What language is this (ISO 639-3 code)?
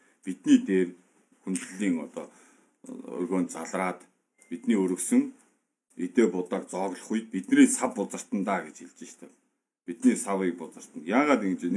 mon